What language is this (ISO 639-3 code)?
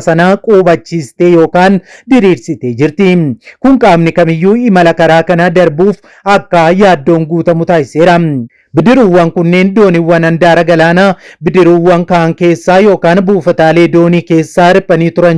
orm